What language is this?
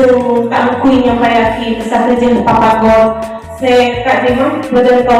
Madurese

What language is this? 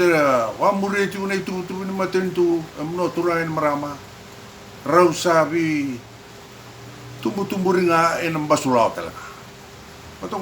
Fijian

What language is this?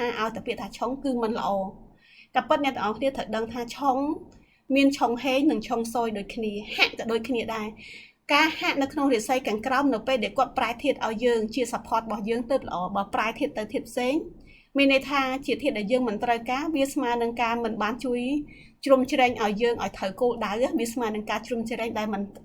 Khmer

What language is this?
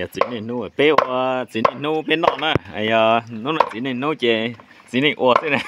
Hmong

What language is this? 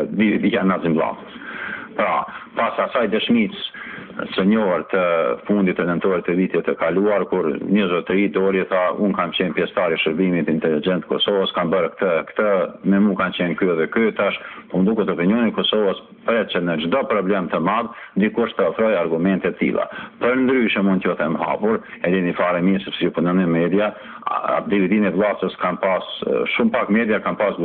Albanian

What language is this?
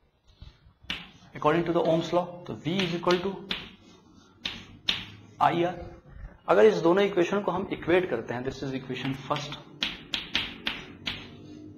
Hindi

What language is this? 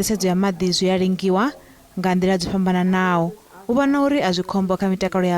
Venda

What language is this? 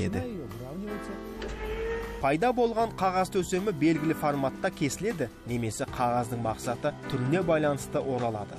Kazakh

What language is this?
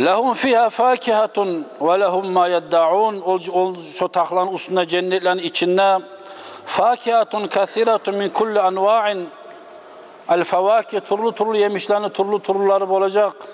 Kumyk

